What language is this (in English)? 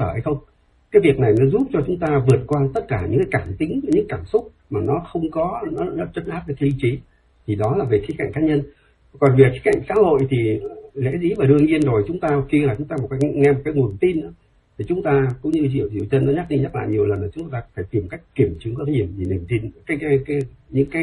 Vietnamese